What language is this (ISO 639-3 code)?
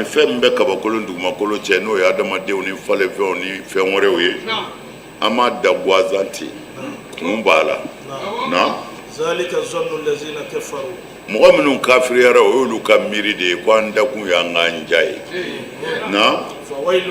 bam